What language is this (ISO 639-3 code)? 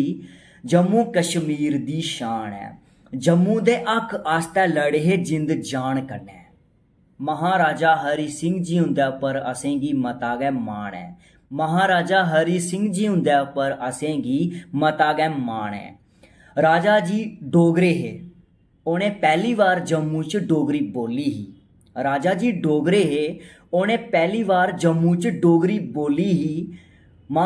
doi